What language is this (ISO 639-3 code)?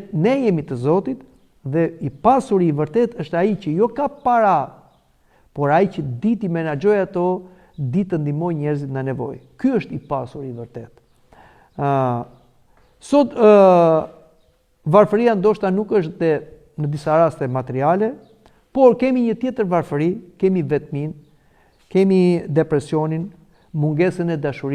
sqi